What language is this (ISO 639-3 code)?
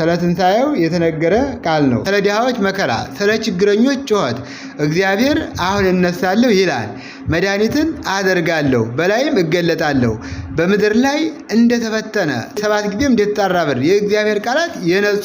amh